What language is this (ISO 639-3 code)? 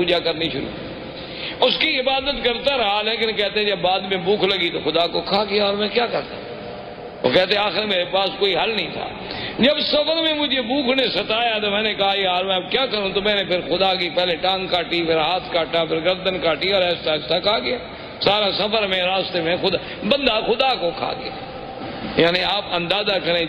urd